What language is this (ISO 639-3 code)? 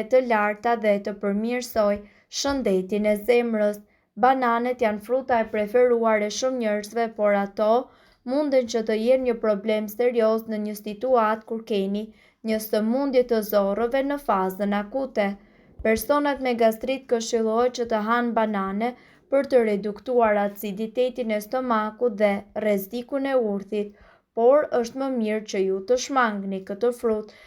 sqi